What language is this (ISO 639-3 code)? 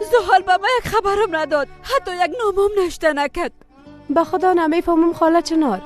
fas